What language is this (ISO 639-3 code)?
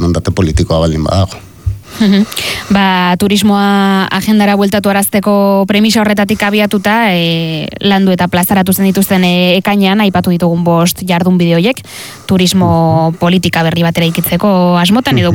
eus